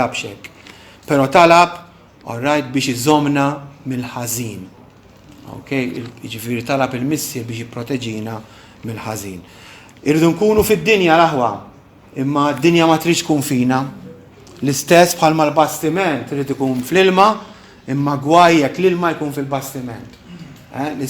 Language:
Maltese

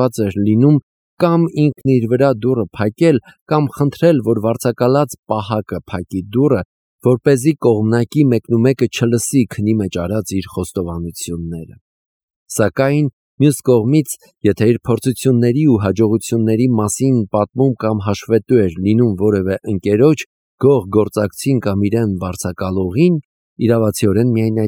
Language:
Armenian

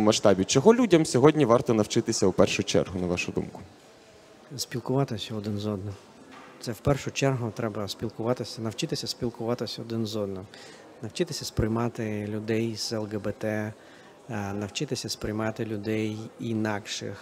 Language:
Ukrainian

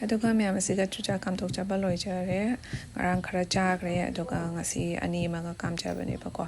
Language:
Manipuri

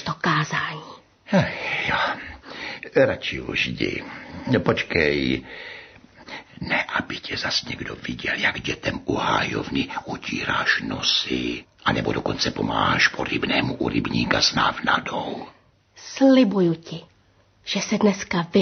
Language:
Czech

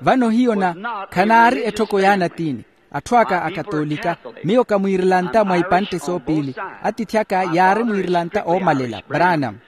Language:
Makhuwa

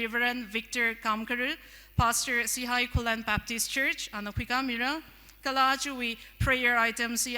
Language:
Tangkhul Naga (India)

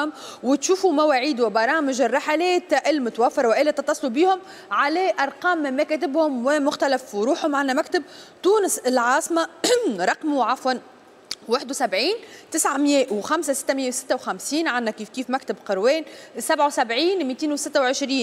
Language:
Tunisian Arabic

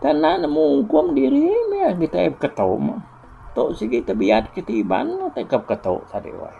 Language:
Iban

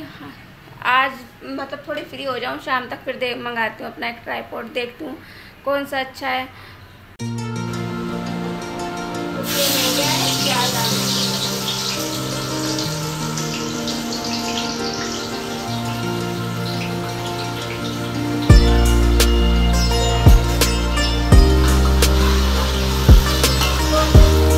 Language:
Hindi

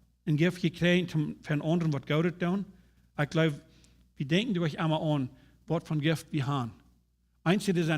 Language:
Plautdietsch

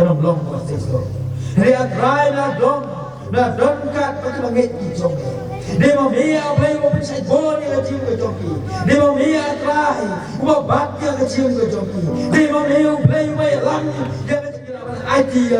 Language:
Khasi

